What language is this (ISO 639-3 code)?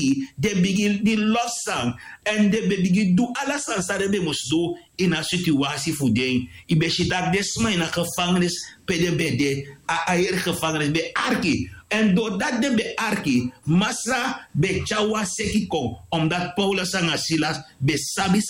srn